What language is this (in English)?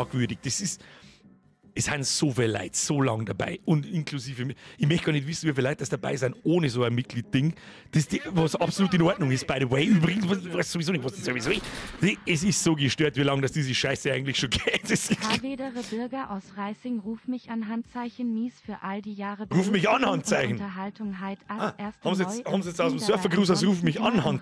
Bavarian